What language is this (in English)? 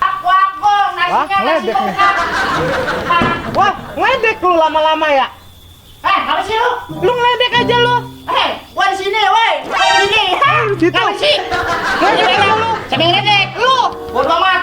Betawi